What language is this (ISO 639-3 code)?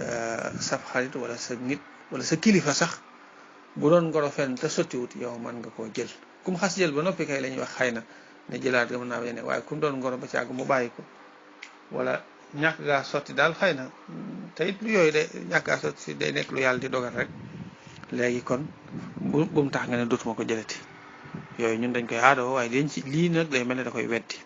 wol